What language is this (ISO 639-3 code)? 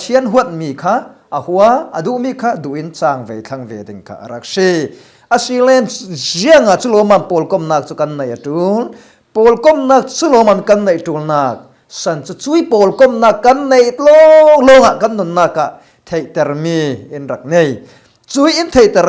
cfm